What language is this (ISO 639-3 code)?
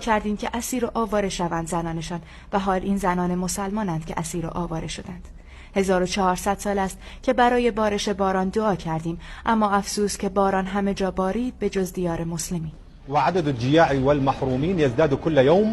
fas